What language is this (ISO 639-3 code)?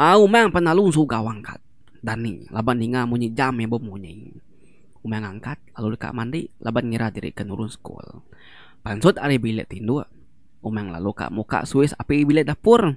iba